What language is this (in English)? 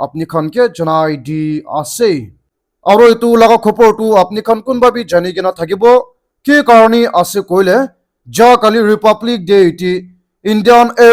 Naga Pidgin